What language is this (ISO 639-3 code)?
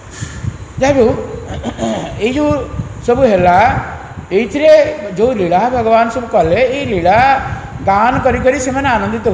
ori